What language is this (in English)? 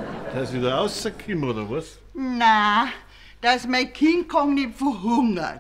Bavarian